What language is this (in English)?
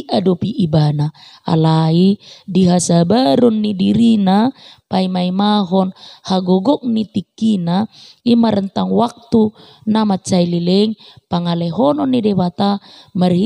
Batak Toba